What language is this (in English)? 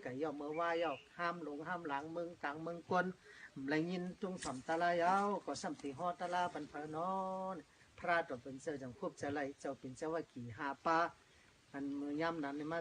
Shan